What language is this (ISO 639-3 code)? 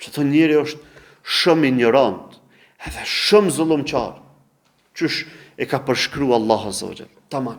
sqi